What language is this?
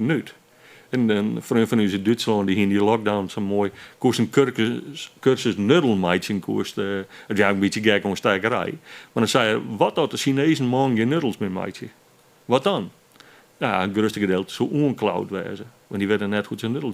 Western Frisian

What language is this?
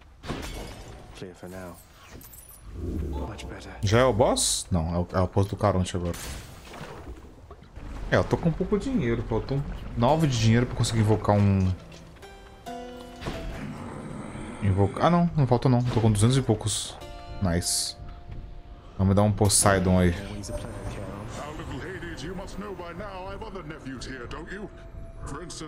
Portuguese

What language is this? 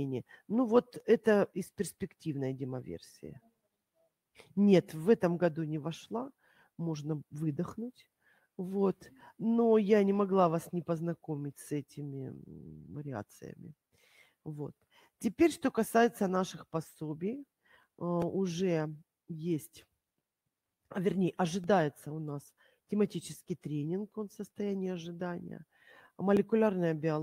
Russian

